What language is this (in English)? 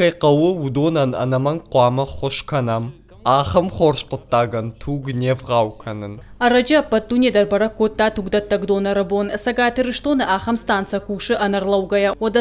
Ossetic